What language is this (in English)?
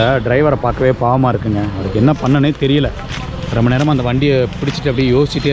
Tamil